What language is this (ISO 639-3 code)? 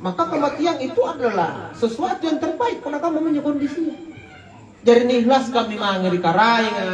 mak